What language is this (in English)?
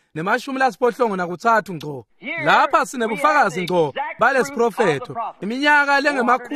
Swati